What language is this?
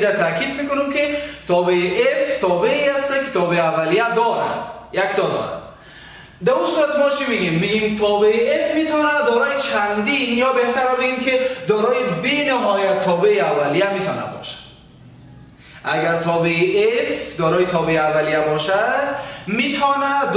Persian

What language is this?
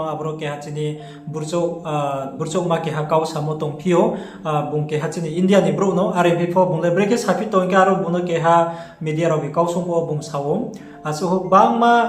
Riang (India)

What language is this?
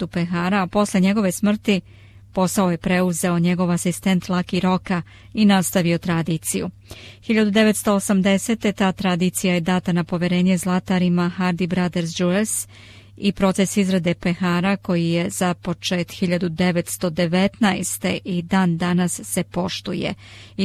Serbian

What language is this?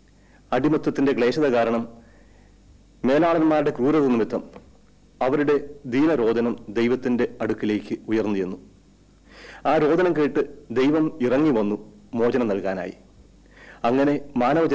Malayalam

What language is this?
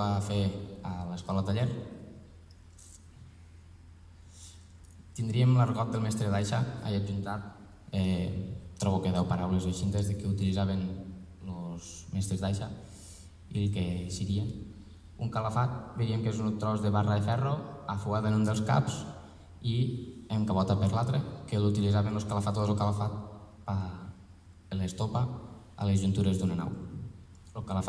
Catalan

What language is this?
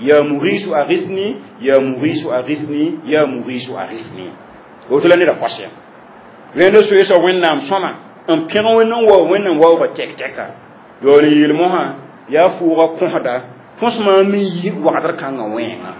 Mossi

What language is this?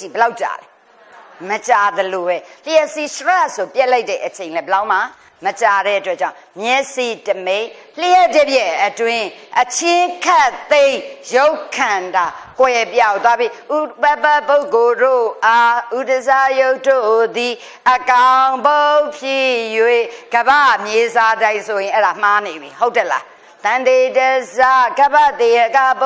Burmese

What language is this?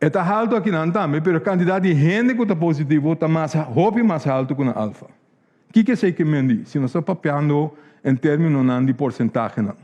Papiamento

